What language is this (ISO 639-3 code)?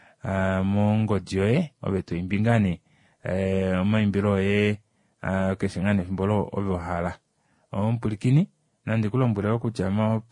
kua